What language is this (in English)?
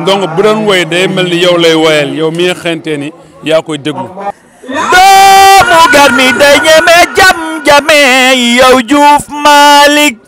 Wolof